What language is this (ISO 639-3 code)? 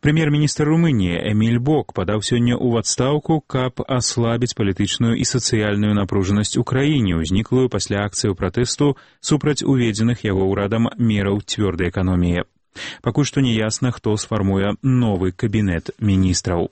bel